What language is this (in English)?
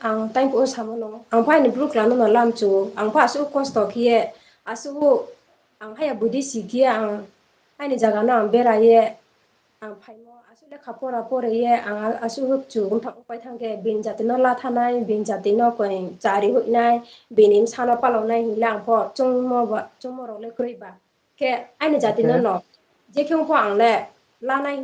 Riang (India)